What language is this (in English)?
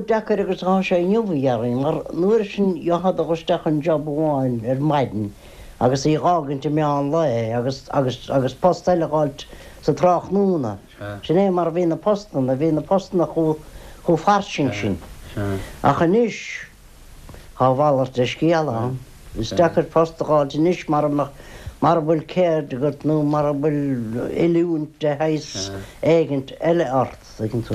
Irish